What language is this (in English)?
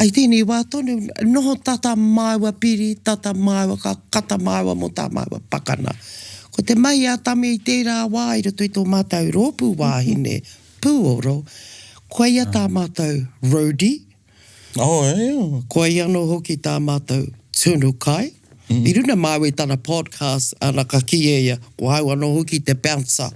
Māori